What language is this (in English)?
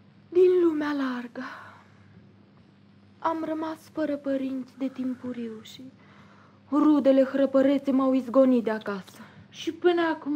Romanian